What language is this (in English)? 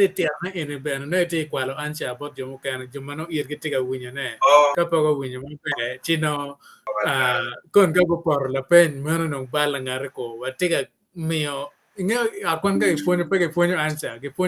Acoli